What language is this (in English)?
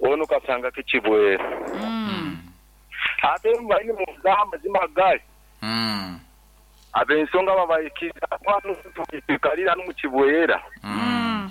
Nyankole